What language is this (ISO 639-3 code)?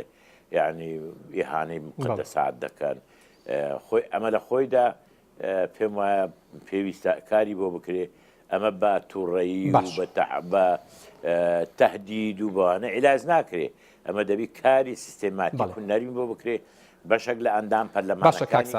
ckb